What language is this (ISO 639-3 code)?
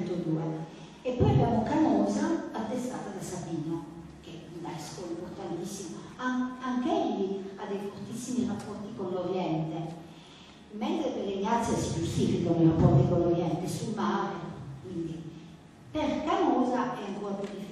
ita